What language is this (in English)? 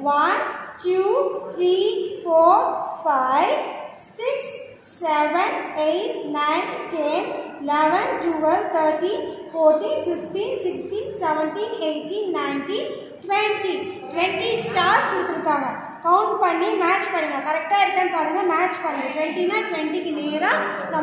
Tamil